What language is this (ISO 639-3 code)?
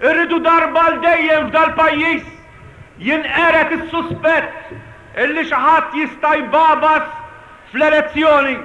mlt